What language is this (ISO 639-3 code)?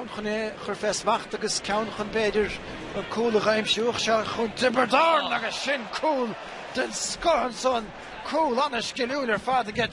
gle